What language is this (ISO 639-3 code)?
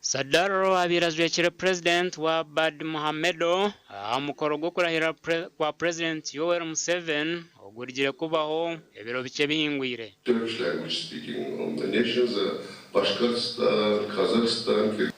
nyn